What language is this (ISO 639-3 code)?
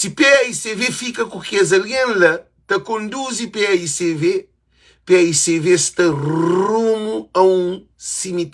kea